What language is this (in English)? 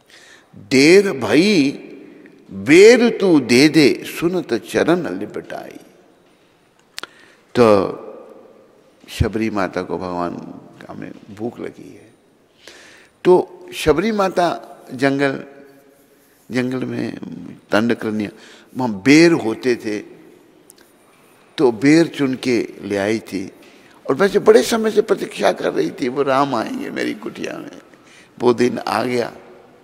Hindi